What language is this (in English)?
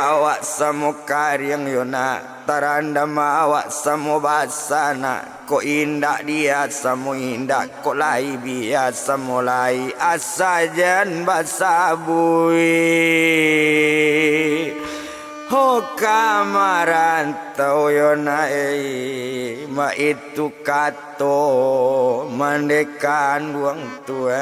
Minangkabau